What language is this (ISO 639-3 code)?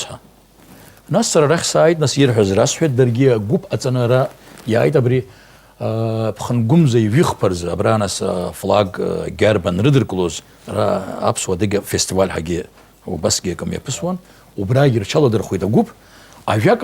abk